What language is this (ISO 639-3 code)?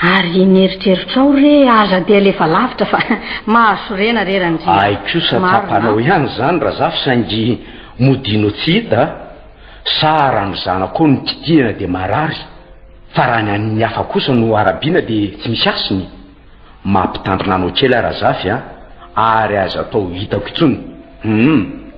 mlg